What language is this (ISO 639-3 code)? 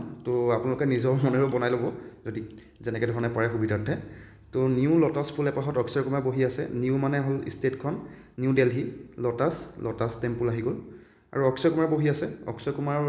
asm